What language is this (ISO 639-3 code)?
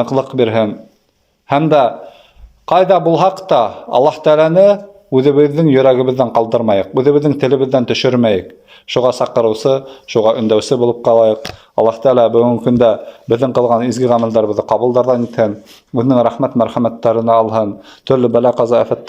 bak